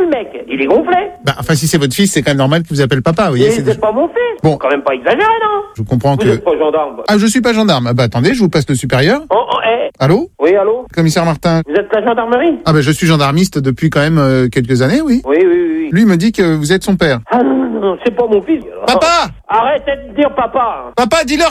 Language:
French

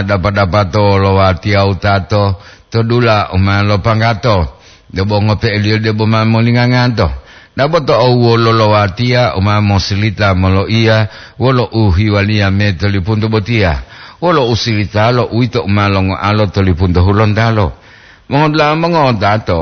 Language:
Gorontalo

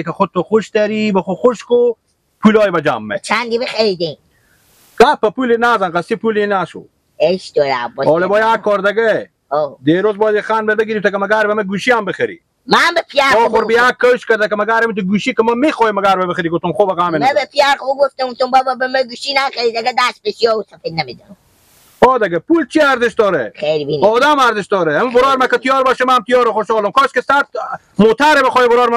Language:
Persian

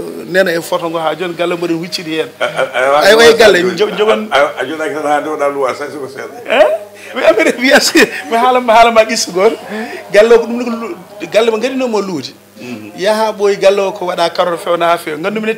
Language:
Fula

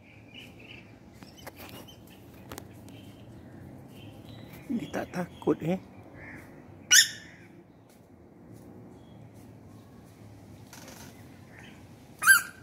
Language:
Malay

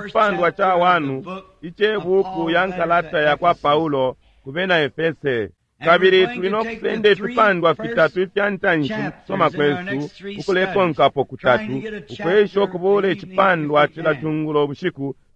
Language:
Bemba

